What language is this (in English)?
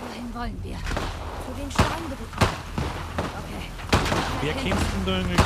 Bavarian